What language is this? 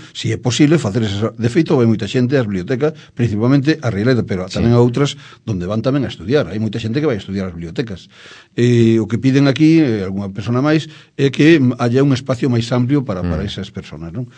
Galician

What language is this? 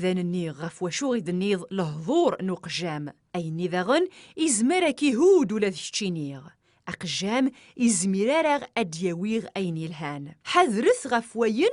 Kabyle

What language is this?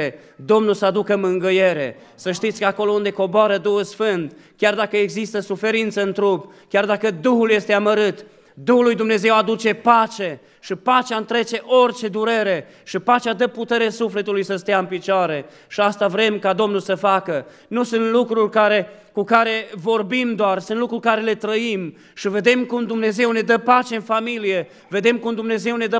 Romanian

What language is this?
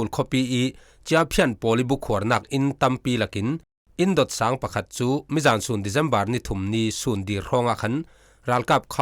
Falam Chin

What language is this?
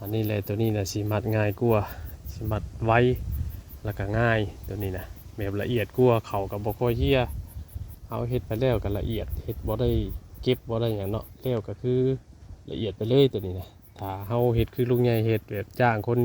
Northeastern Thai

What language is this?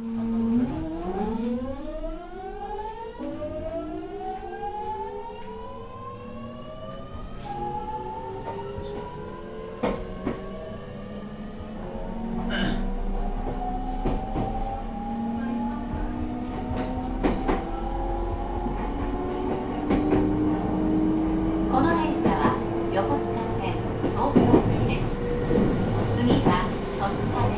Japanese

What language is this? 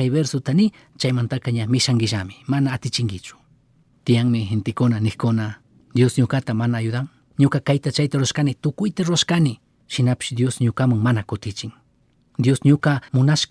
Chimborazo Highland Quichua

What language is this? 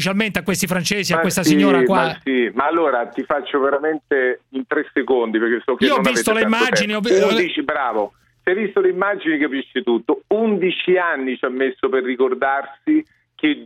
Italian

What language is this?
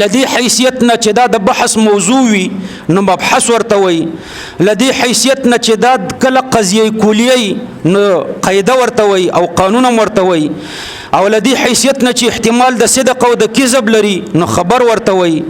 Pashto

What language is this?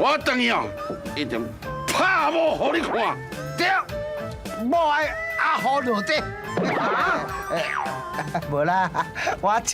Min Nan Chinese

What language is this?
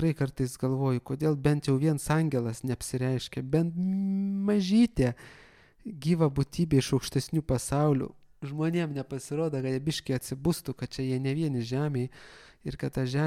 Lithuanian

